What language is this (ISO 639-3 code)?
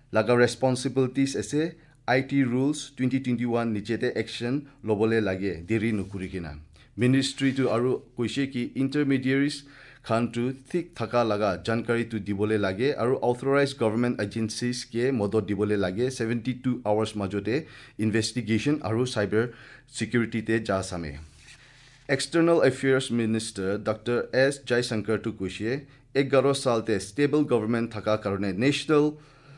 asm